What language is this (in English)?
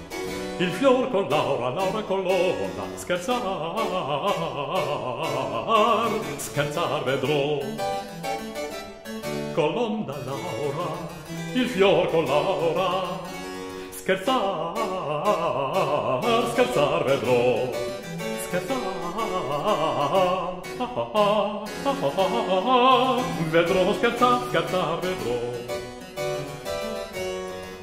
Italian